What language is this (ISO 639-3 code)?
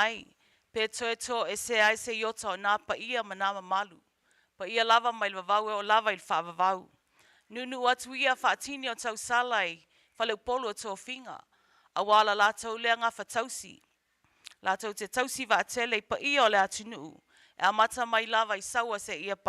smo